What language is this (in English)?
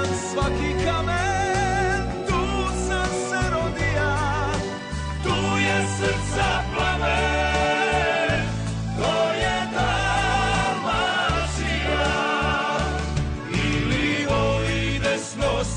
Croatian